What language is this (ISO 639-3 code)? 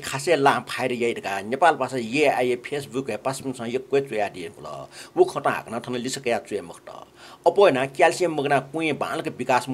new